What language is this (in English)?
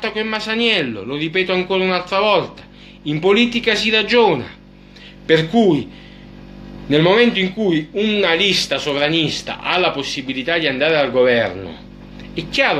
Italian